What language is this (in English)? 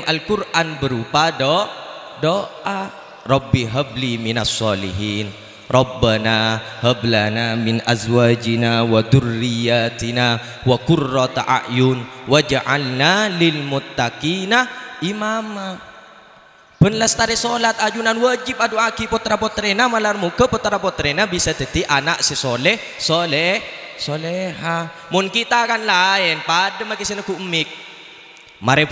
Madurese